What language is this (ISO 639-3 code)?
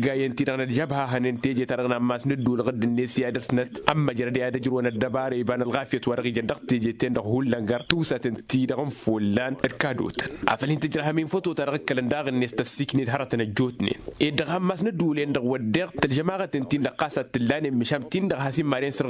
taq